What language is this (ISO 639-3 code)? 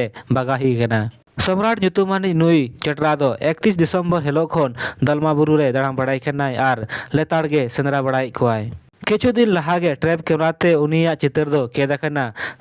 sat